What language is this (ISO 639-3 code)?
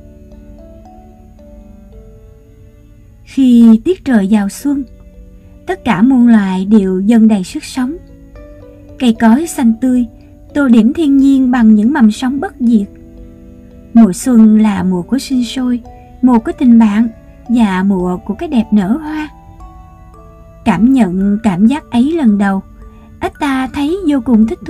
vie